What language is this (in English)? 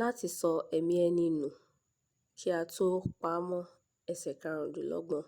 Yoruba